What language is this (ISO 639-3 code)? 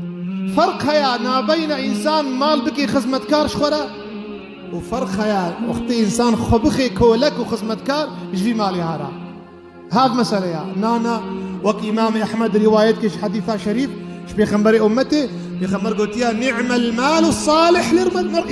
kur